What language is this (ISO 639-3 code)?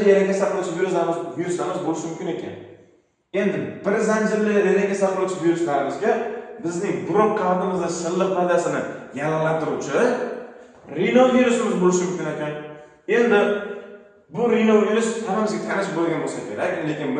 uzb